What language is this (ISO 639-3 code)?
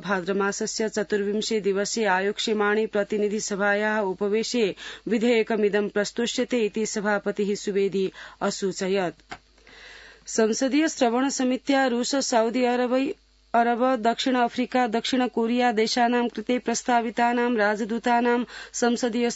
san